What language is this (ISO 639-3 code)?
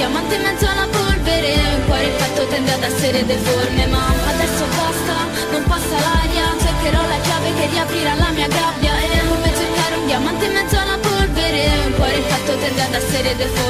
ita